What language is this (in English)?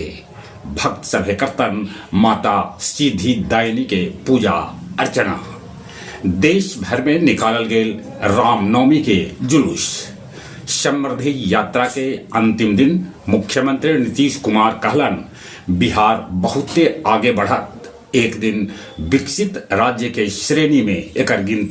Magahi